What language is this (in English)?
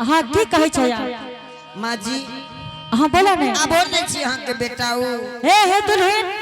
Angika